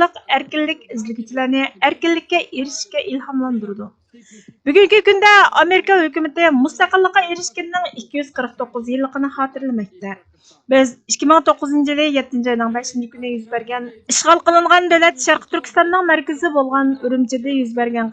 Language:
Uyghur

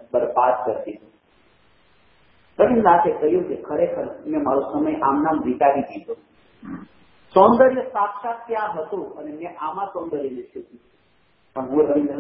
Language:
Gujarati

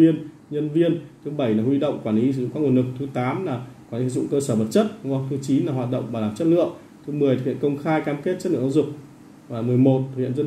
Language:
Vietnamese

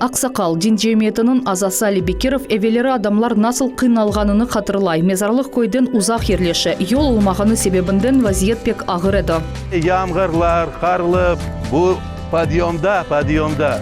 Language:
Crimean Tatar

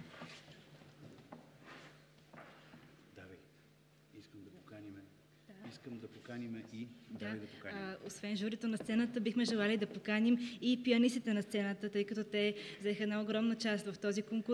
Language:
Bulgarian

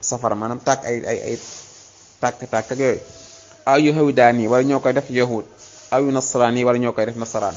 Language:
Wolof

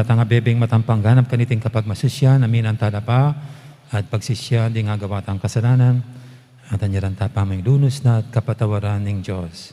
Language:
Pampanga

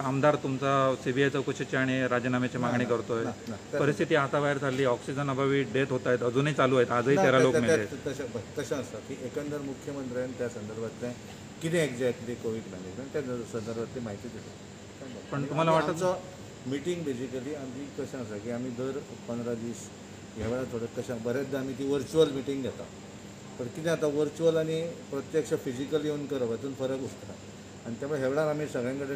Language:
Konkani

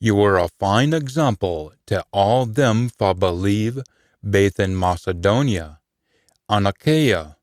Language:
Scots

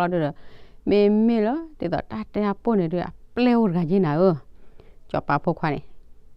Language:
S'gaw Karen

